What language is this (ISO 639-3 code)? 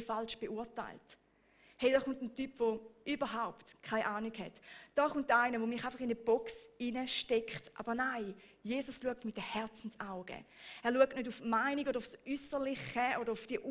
gsw